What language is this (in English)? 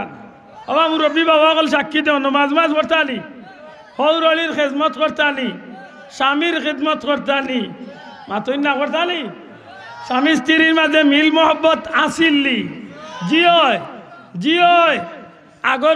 Sylheti